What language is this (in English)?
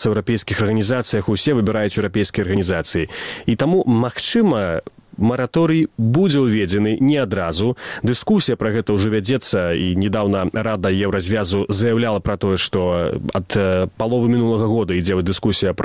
Belarusian